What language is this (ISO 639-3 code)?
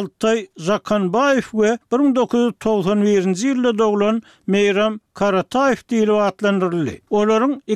tuk